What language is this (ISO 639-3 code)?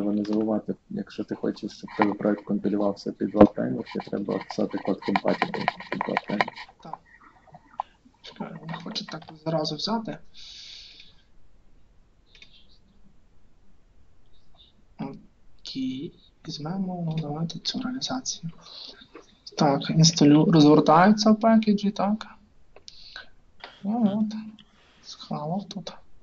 ukr